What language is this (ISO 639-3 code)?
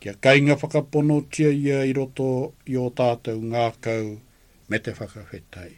mri